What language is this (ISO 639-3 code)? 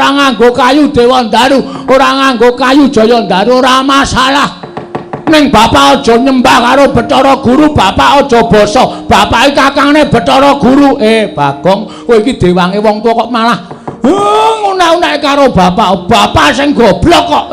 jav